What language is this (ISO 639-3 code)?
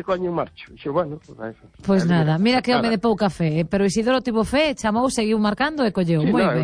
glg